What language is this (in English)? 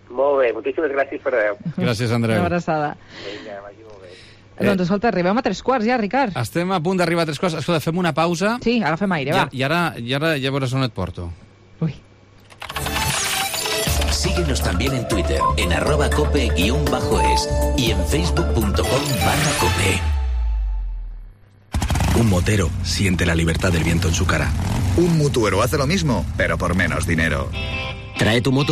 Catalan